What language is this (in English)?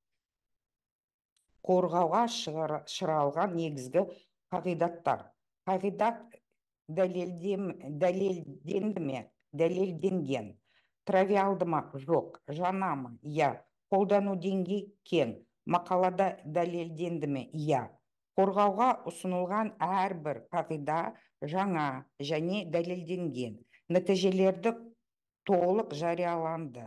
Kazakh